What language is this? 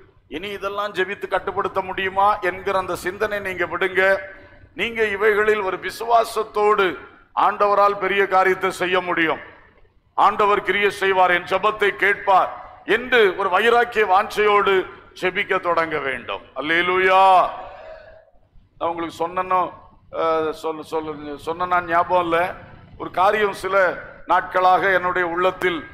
Tamil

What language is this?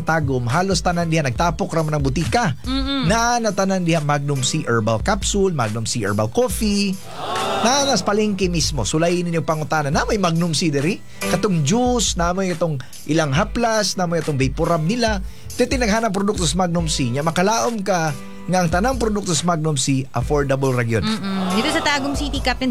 Cebuano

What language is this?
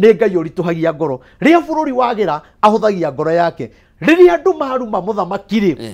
Kikuyu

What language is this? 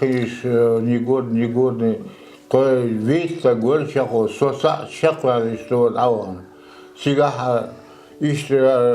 Chechen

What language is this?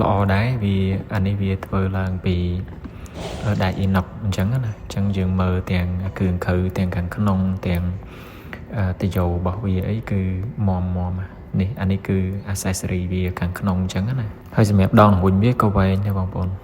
Khmer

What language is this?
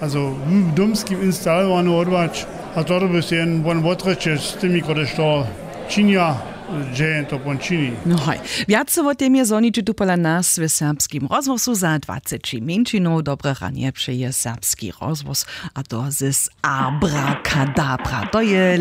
Upper Sorbian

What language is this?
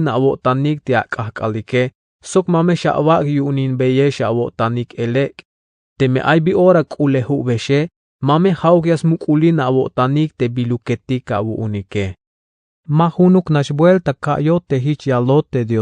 Tzeltal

